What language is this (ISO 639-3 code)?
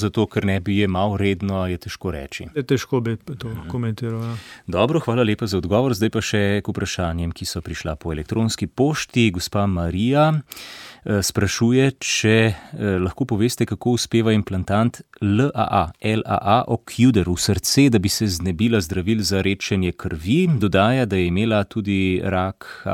slv